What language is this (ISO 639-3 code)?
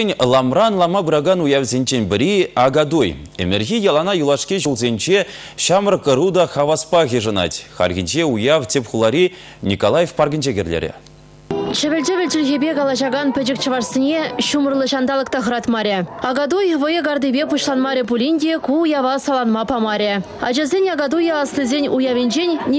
chv